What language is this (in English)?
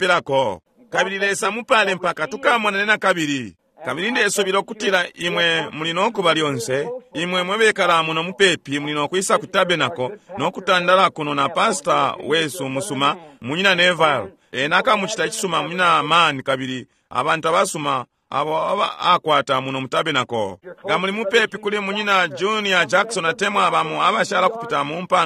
Bemba